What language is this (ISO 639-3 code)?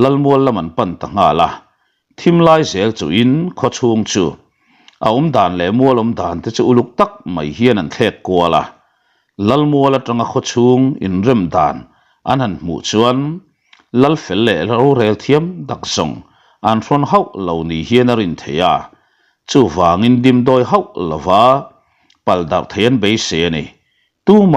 lus